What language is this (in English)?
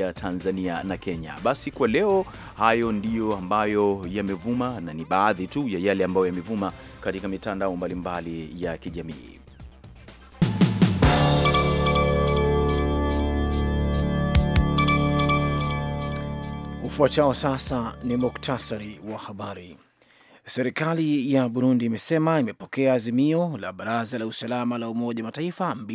Swahili